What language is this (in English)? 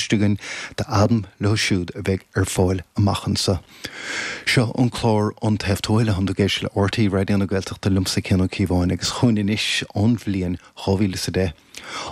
Irish